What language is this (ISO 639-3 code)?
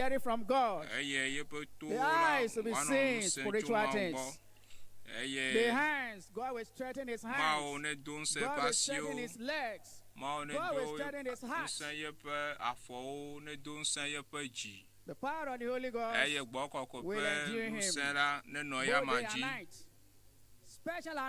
ewe